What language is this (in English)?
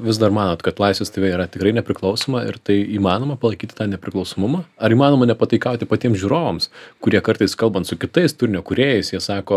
Lithuanian